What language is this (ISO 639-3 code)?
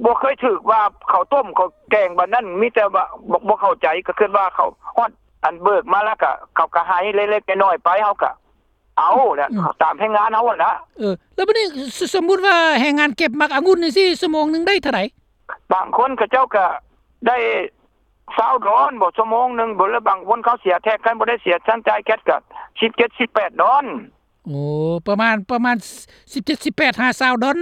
lao